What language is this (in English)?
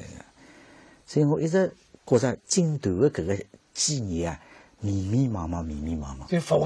Wu Chinese